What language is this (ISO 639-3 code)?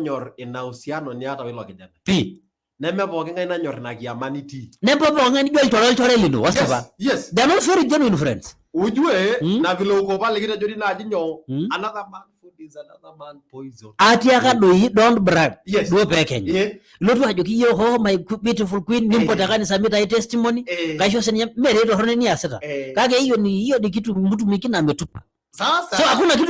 mas